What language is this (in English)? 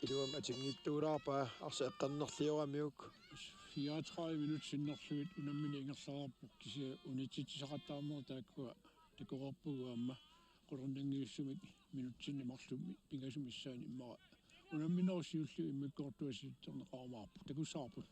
Kalaallisut